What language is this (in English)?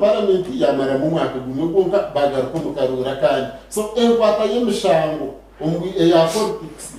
Nyankole